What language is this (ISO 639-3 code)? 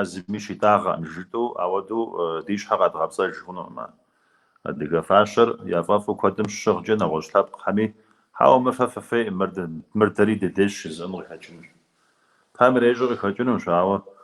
kbd